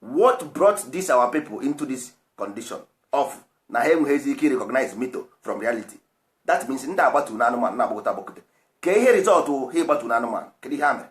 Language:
Igbo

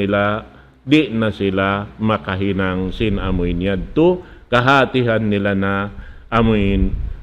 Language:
Tausug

